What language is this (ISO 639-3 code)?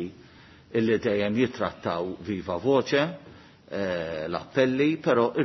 mlt